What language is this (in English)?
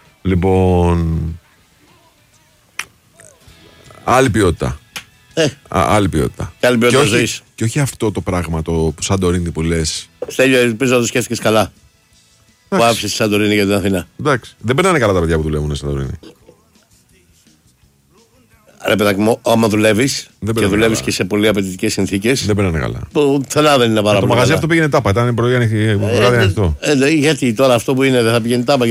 Greek